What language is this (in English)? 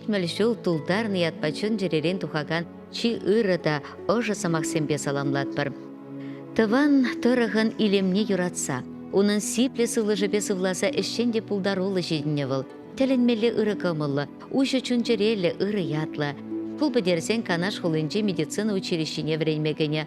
Chuvash